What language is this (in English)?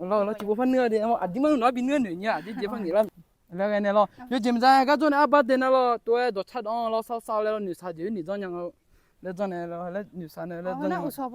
Akha